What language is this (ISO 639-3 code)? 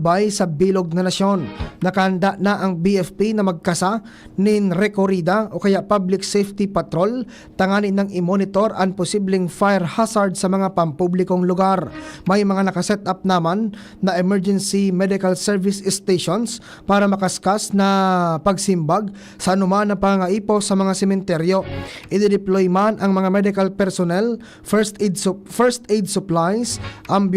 bik